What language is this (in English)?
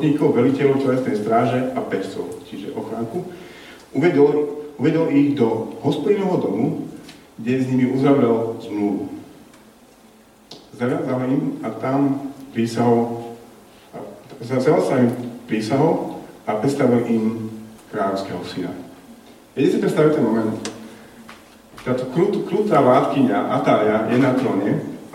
Slovak